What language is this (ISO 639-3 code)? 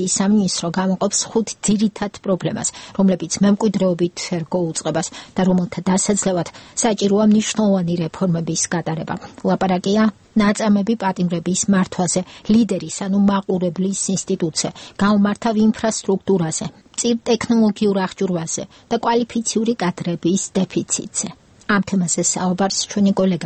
kat